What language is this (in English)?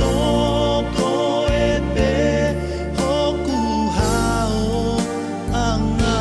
Tongan